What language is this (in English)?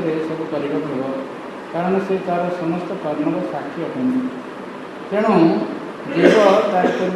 Odia